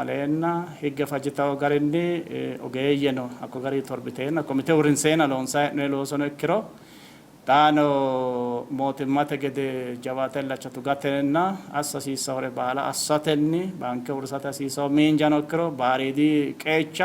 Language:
Sidamo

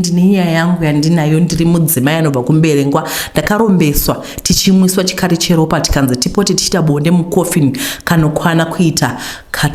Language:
Shona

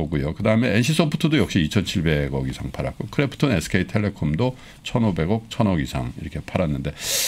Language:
Korean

